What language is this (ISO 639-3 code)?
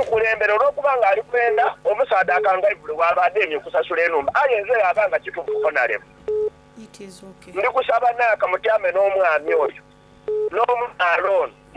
xog